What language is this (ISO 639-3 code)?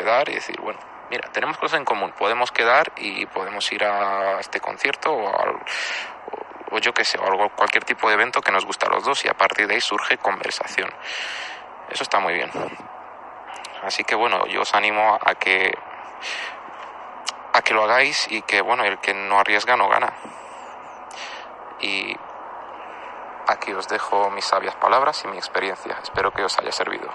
spa